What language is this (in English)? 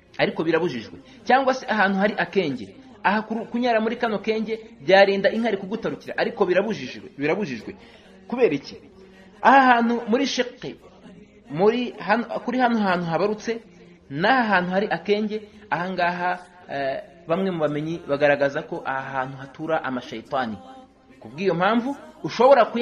Kinyarwanda